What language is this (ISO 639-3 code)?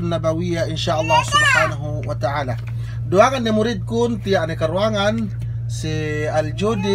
yka